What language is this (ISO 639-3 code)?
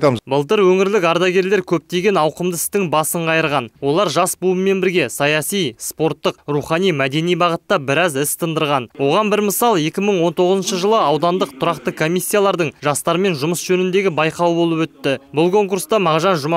kaz